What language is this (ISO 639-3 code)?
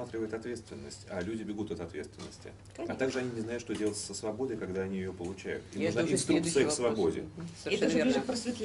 rus